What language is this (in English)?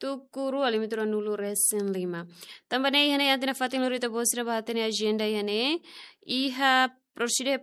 Tetum